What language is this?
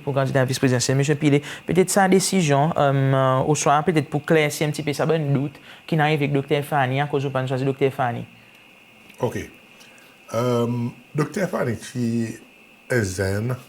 Seselwa Creole French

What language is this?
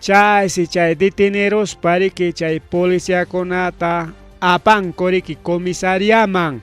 Ayacucho Quechua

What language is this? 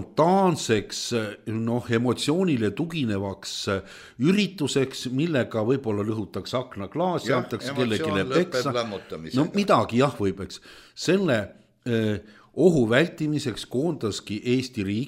Estonian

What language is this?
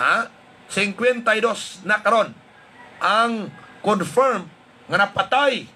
Hiligaynon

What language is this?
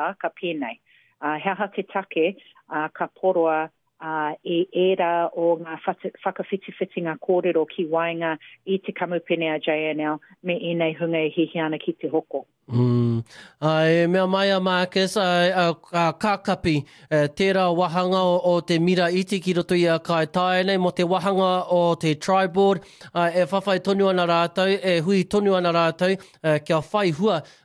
Māori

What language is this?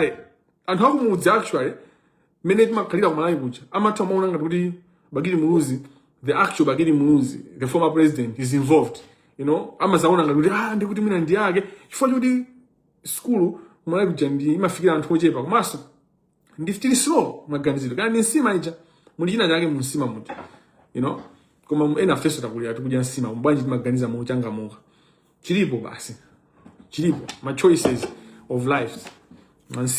Nyanja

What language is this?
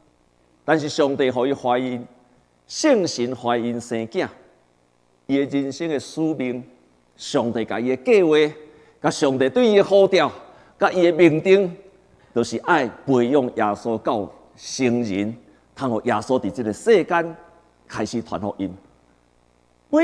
Min Nan Chinese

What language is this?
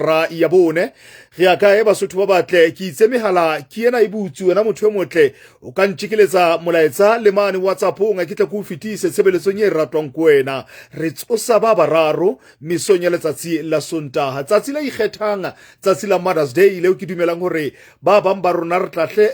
Southern Sotho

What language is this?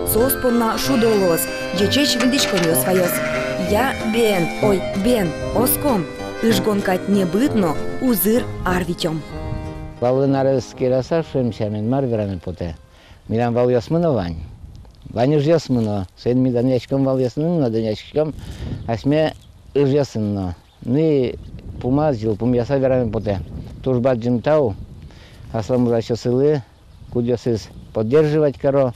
Udmurt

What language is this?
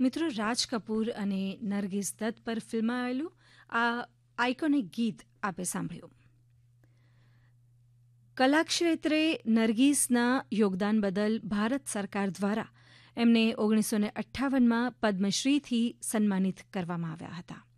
Gujarati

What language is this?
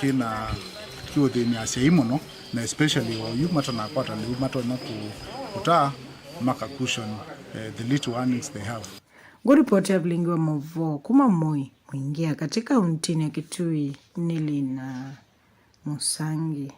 Kamba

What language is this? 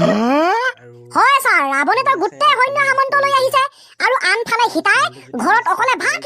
Assamese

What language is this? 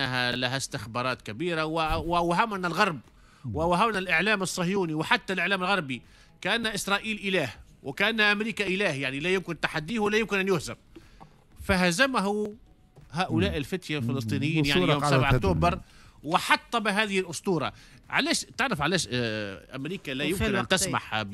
Tunisian Arabic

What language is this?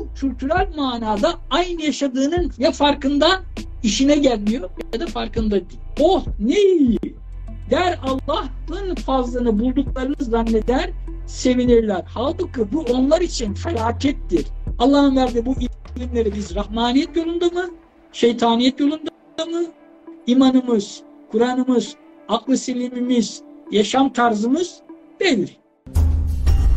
Turkish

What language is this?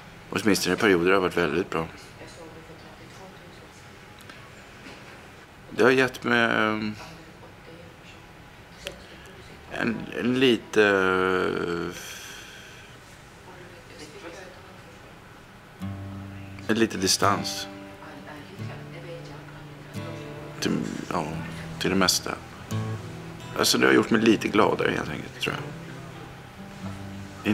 Swedish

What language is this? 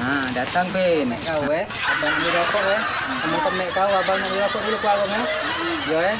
Musi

